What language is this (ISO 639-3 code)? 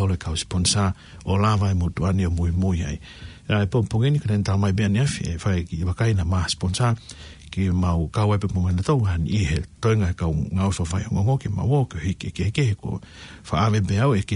ton